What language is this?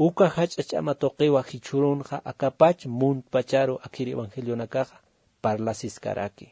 Aymara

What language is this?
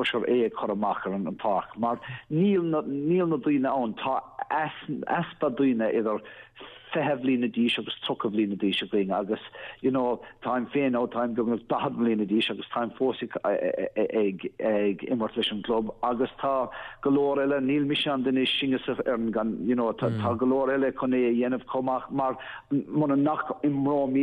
Irish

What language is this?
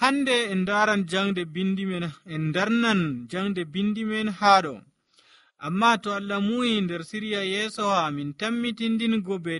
Nigerian Fulfulde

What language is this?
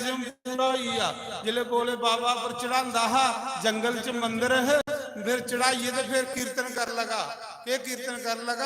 Dogri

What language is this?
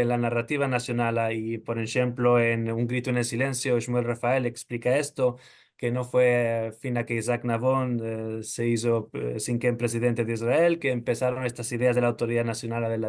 Ladino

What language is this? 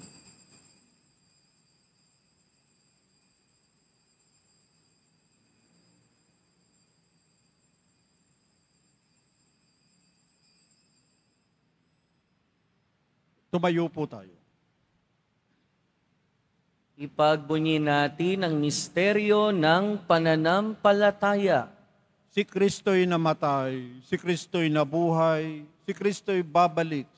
Filipino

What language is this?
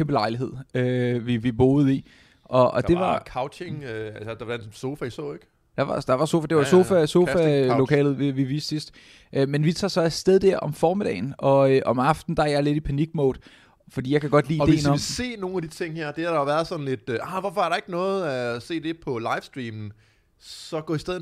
Danish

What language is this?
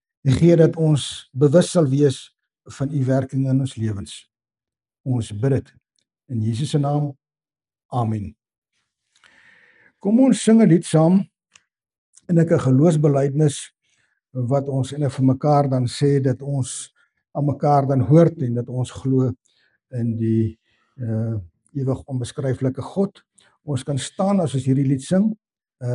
Afrikaans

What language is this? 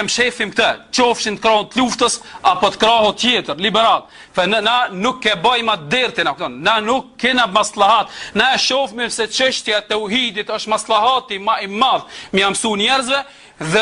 Albanian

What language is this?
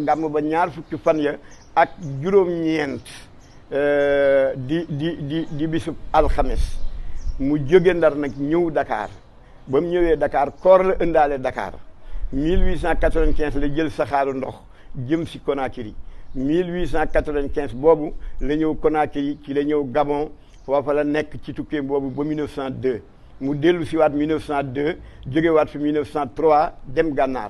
Wolof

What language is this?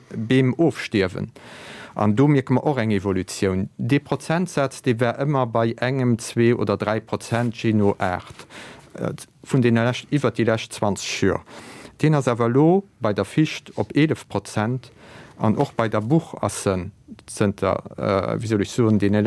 Luxembourgish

